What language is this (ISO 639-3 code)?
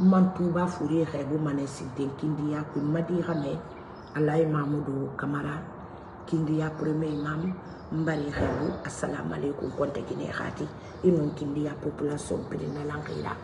man